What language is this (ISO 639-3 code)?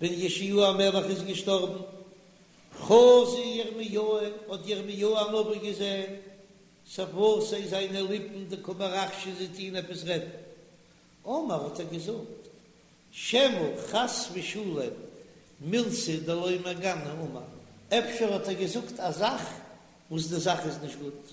yid